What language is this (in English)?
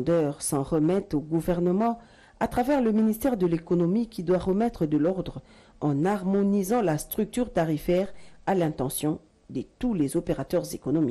French